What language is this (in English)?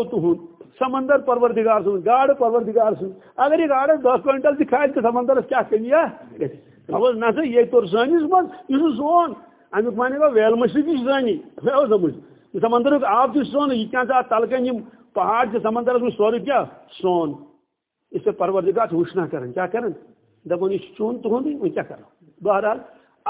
Kashmiri